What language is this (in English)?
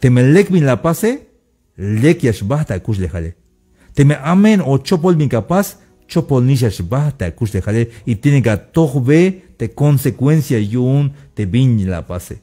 Tzeltal